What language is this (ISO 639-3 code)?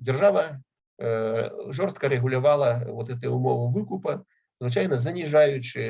bel